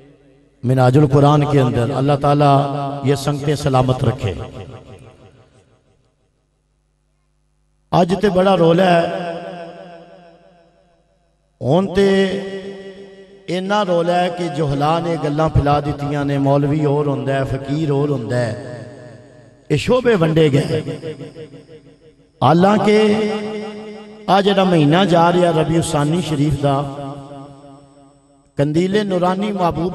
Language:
Western Panjabi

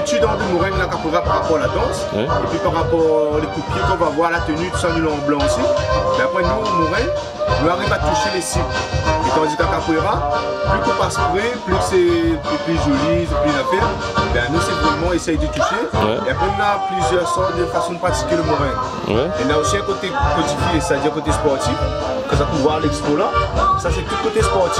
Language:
Réunion Creole French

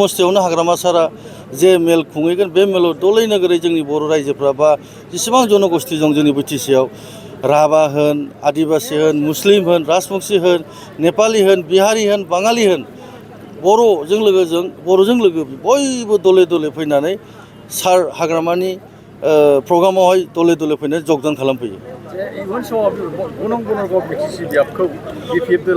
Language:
Bodo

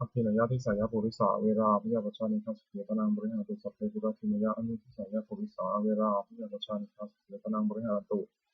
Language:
Pali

